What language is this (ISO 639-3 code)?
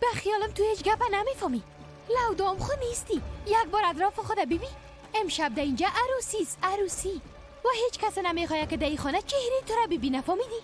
fas